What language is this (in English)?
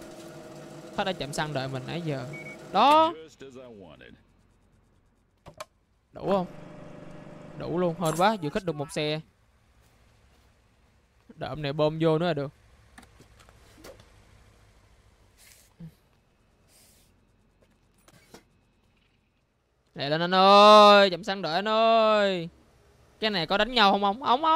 Vietnamese